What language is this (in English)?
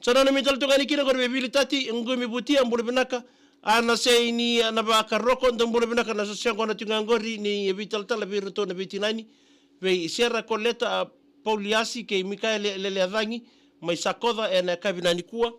Fijian